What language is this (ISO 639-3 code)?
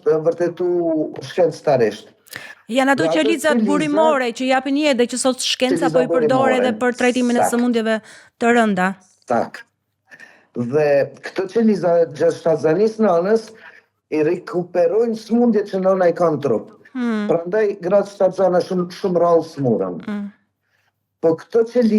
sqi